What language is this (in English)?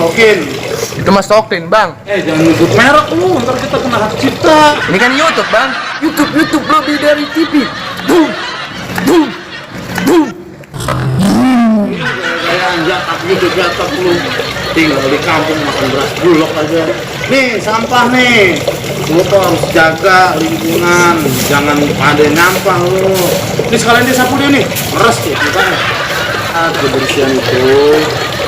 Betawi